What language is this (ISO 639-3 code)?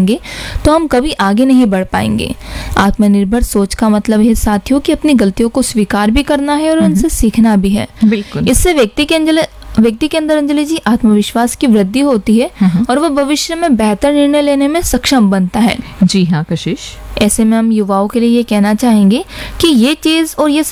hin